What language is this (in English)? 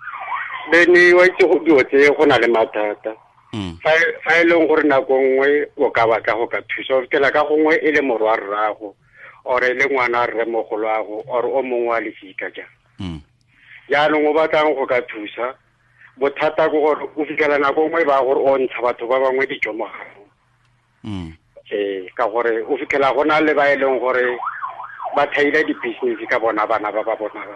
Tswana